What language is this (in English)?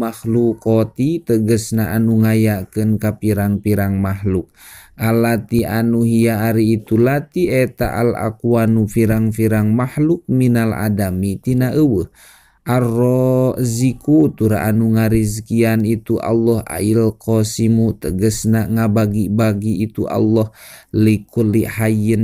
Sundanese